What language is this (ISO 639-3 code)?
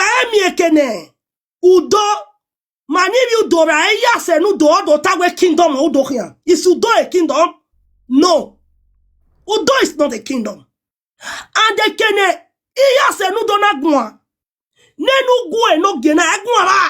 pcm